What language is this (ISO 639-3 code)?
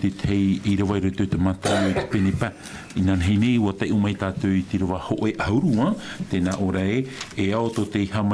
tah